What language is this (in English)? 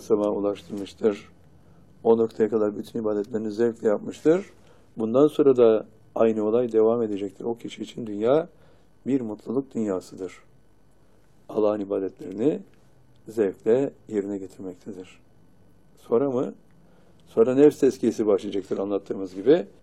Turkish